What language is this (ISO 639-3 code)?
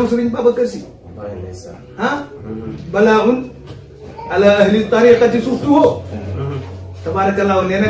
wol